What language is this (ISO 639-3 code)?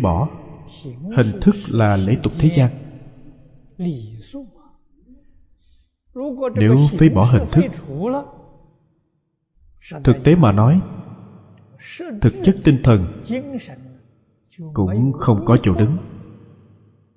vie